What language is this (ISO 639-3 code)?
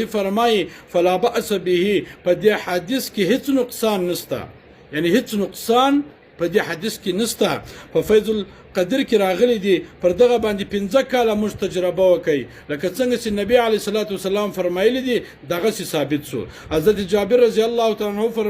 pus